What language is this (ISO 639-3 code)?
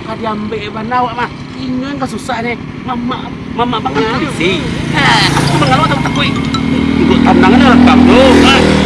min